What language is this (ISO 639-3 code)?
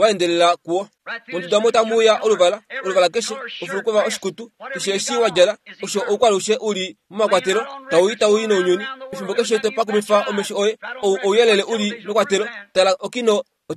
kua